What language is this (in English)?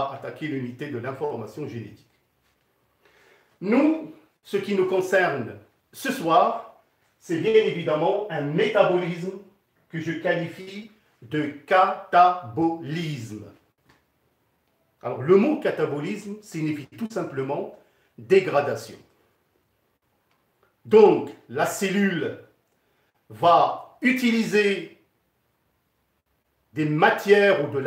French